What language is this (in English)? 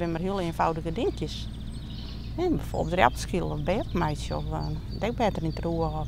Western Frisian